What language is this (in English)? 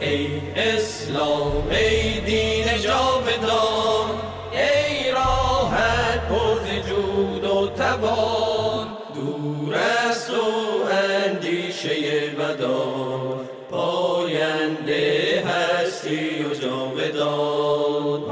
Persian